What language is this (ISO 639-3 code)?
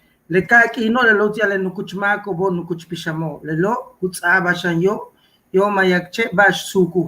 yua